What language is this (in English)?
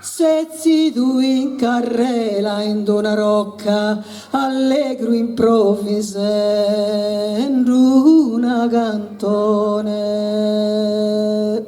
Sardinian